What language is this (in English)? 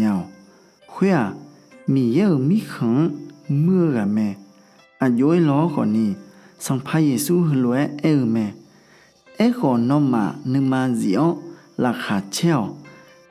Akha